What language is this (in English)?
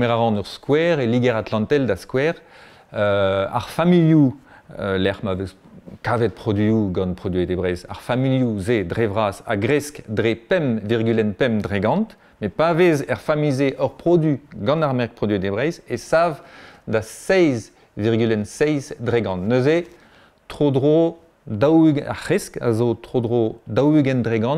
Breton